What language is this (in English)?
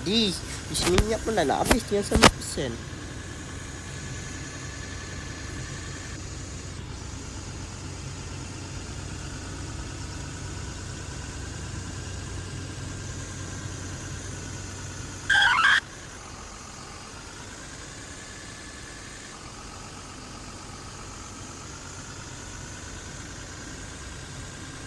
Malay